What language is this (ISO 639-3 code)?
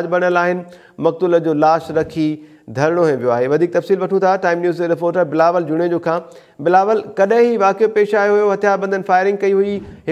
snd